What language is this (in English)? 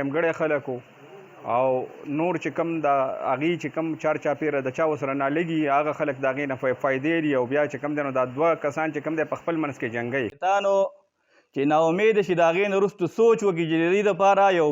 Pashto